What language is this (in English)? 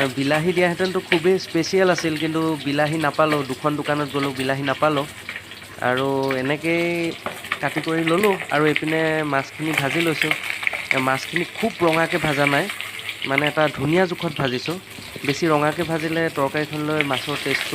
Assamese